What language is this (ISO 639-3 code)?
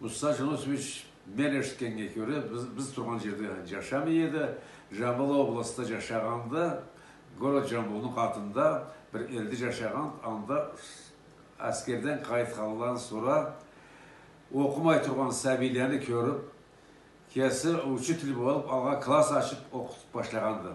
krc